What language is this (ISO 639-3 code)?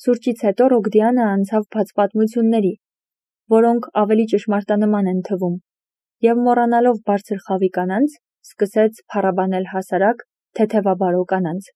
hye